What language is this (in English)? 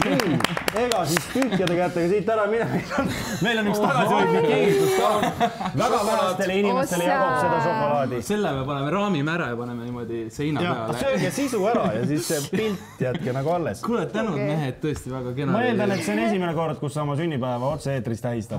Estonian